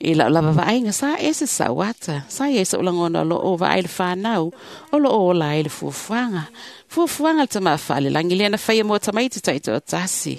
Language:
Samoan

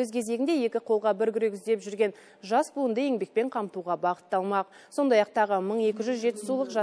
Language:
Kazakh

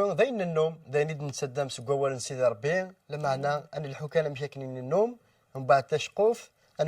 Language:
Kabyle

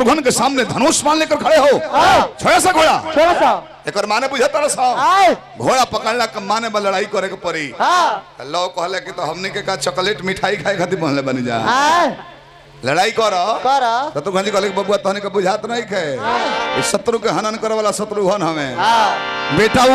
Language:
Bhojpuri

